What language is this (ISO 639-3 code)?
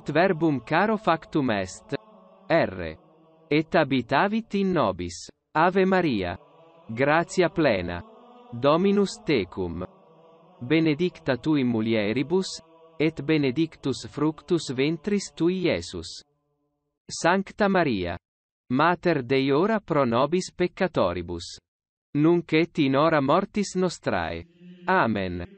lat